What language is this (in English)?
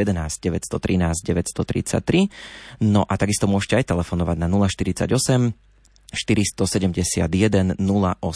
Slovak